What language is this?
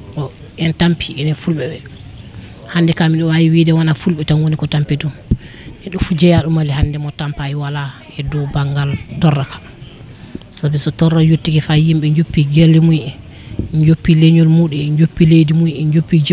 Fula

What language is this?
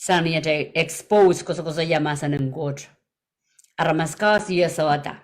Pohnpeian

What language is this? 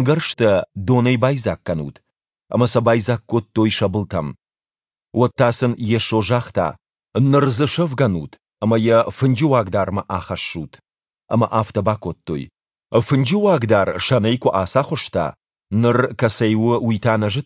Ossetic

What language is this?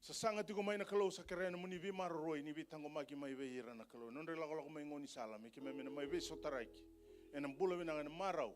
Fijian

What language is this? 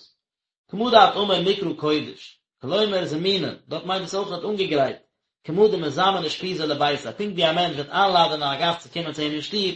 Yiddish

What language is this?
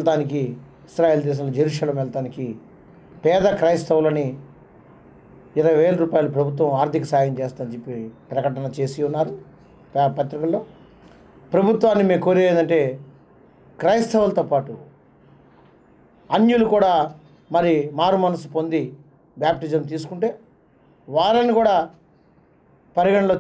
Telugu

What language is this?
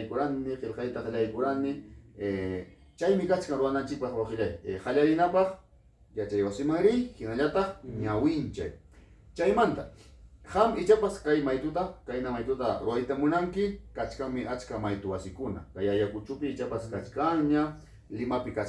Ayacucho Quechua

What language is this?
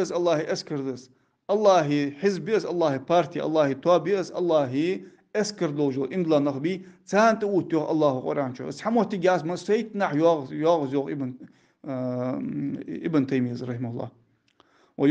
Ingush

